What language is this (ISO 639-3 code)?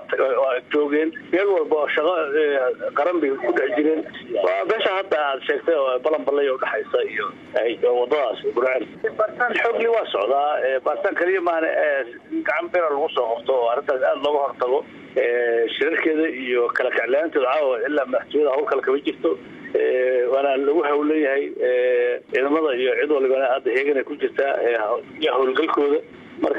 som